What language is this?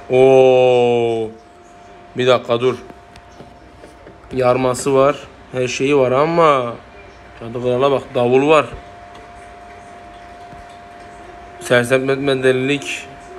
Turkish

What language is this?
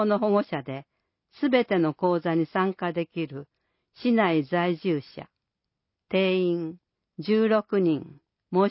Japanese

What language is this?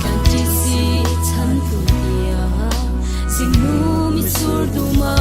Hakha Chin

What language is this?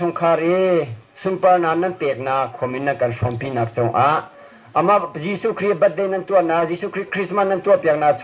Hakha Chin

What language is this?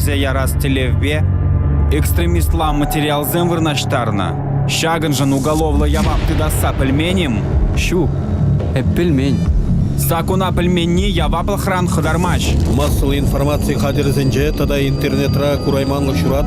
Chuvash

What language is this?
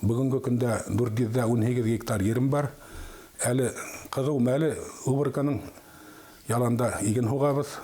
Bashkir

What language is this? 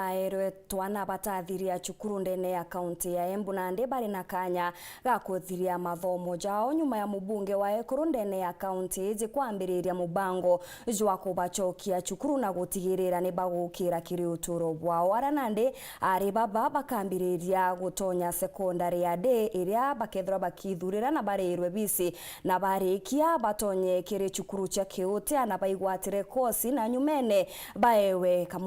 Meru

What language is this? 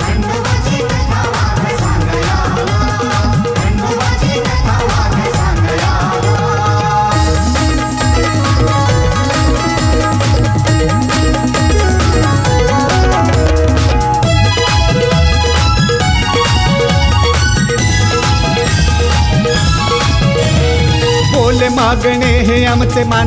Marathi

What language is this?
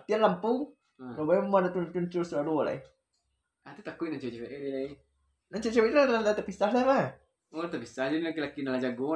Minangkabau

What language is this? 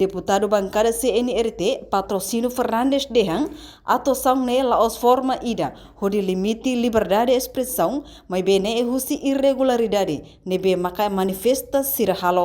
Tetum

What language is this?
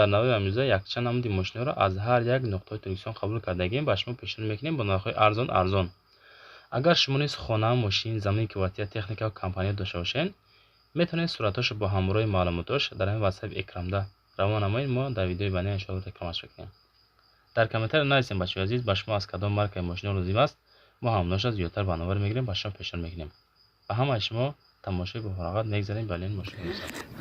Tajik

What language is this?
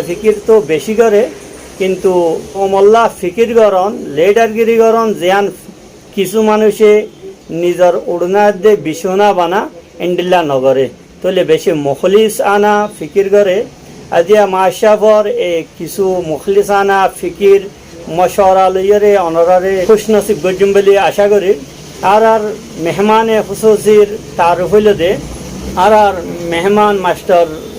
Rohingya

